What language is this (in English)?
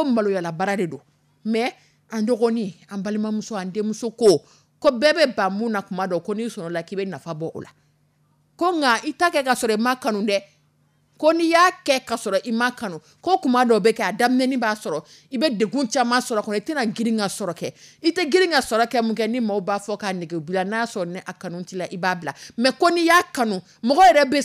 Dyula